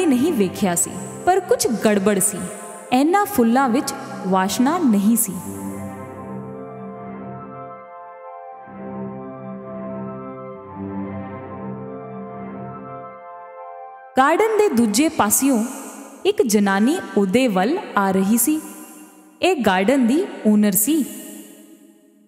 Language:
Punjabi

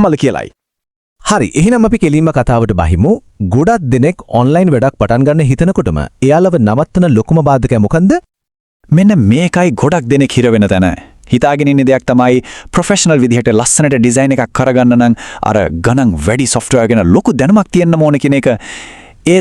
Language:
Sinhala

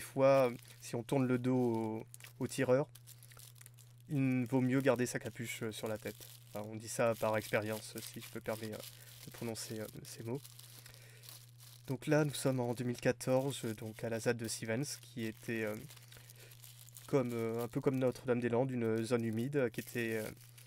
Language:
French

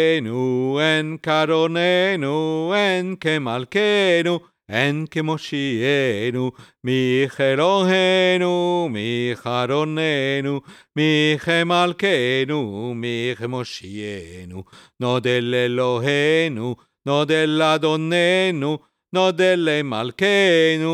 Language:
Hebrew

